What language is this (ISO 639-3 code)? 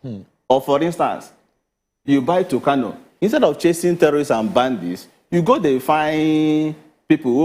pcm